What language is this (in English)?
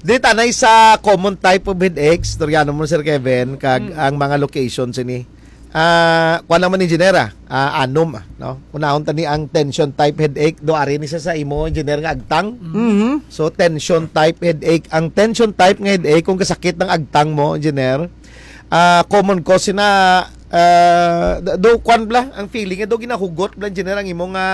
Hiligaynon